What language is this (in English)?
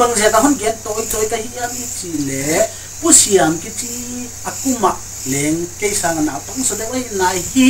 Paite Chin